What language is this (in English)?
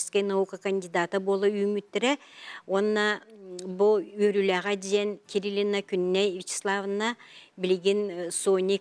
Yakut